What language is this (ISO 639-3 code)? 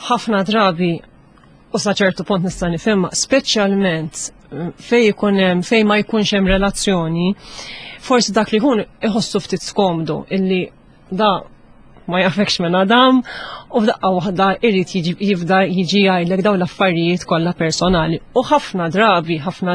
mlt